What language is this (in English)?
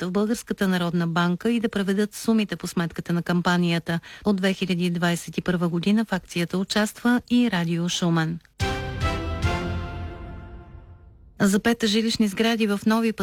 Bulgarian